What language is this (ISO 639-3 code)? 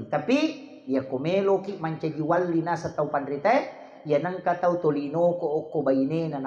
bug